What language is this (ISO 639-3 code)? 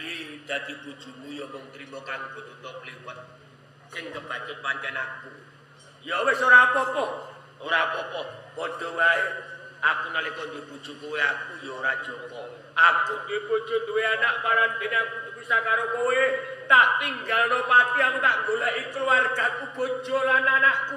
jav